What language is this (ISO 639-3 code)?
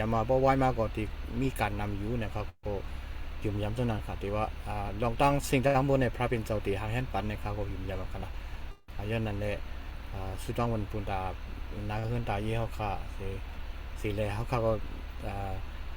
shn